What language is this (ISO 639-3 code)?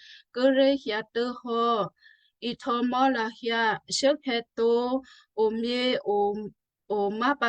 kyu